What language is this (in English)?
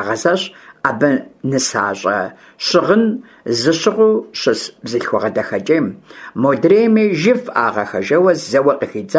Kabardian